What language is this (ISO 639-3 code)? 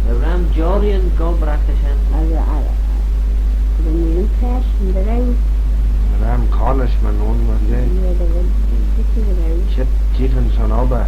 glv